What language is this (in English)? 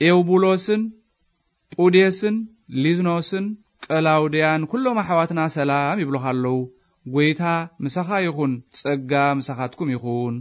Tigrinya